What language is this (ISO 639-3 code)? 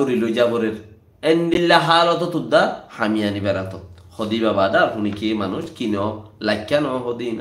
rhg